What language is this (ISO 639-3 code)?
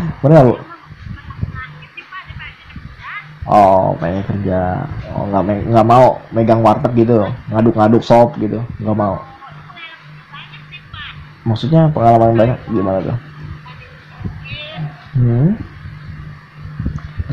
ind